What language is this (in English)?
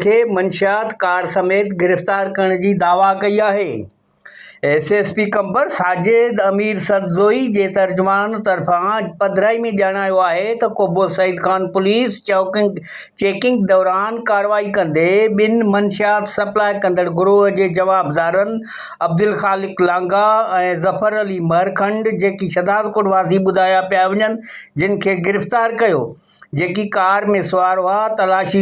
Sindhi